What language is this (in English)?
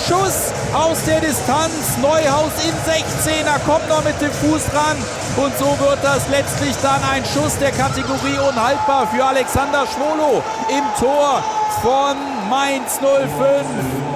German